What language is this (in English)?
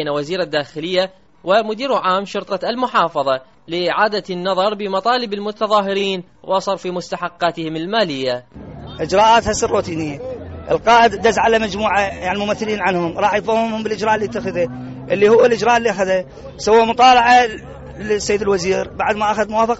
Mesopotamian Arabic